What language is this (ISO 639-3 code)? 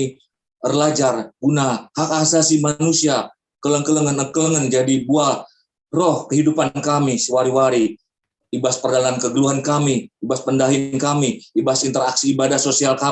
btx